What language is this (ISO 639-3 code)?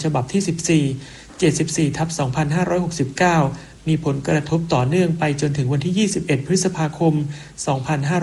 tha